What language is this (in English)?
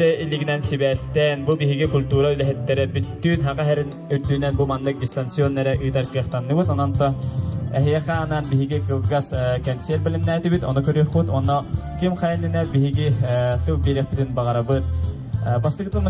Yakut